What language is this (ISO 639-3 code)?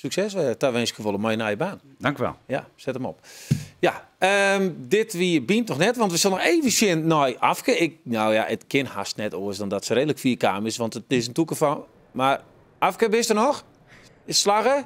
fry